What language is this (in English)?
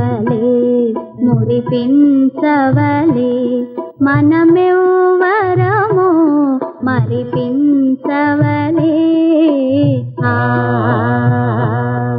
Telugu